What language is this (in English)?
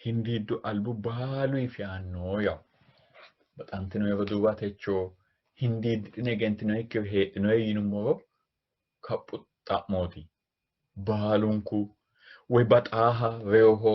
Sidamo